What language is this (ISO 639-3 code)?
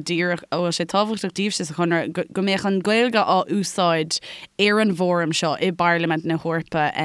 gle